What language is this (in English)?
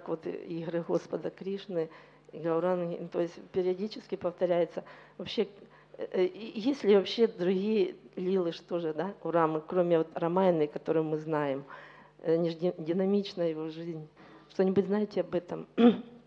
Russian